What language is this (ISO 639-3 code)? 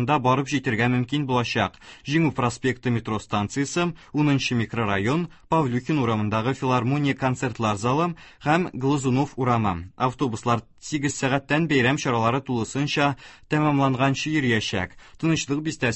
tat